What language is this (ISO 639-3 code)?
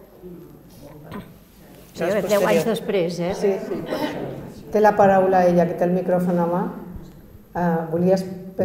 cat